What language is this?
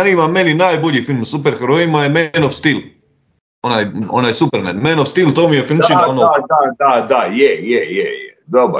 Croatian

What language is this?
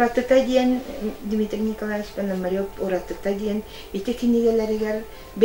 Yakut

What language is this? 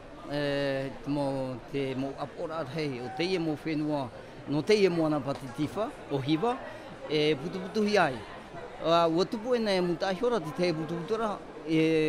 Tahitian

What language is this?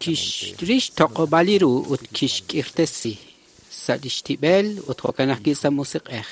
Kekchí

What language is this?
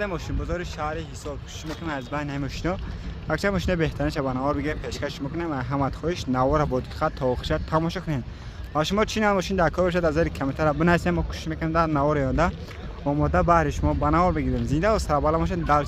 Tajik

